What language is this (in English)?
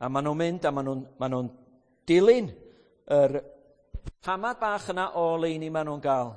Welsh